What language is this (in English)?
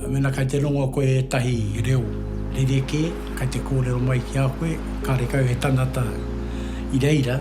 Māori